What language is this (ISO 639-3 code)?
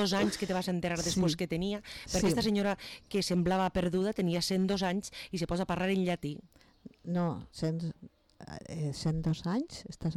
cat